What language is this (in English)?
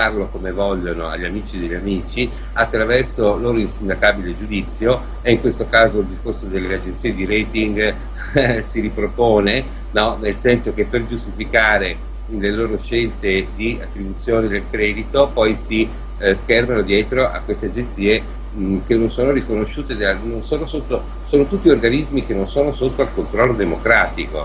Italian